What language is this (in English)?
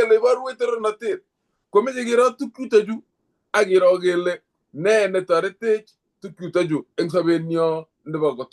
Kalenjin